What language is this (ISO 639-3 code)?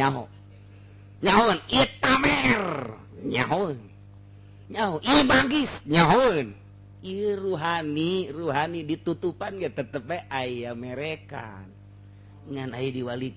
sun